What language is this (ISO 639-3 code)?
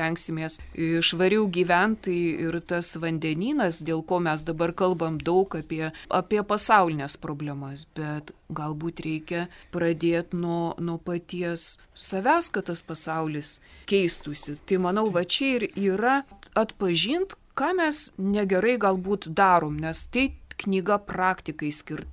lit